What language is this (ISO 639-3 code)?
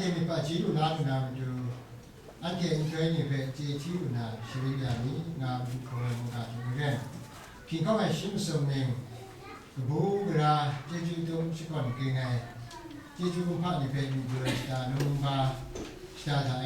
kac